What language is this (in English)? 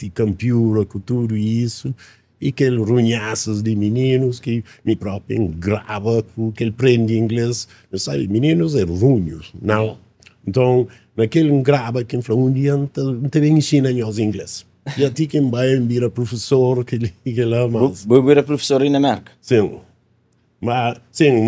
Kabuverdianu